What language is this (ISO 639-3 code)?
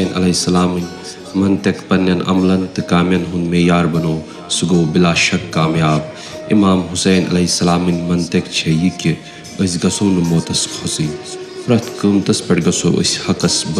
kas